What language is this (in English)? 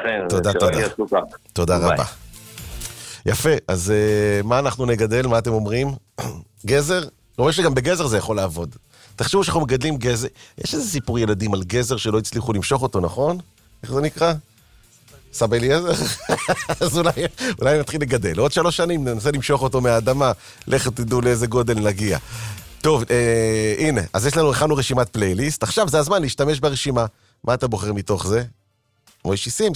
Hebrew